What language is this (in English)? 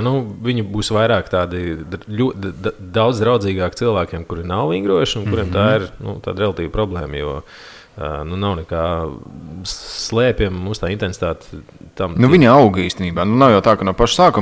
Latvian